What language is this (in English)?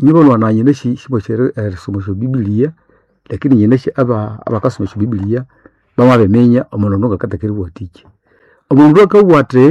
Nande